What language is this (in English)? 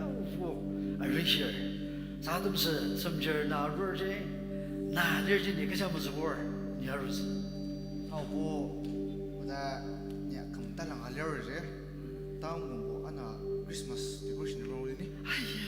Ao Naga